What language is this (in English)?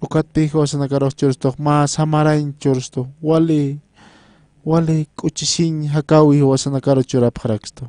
Aymara